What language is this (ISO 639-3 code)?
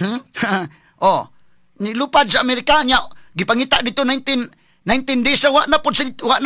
ceb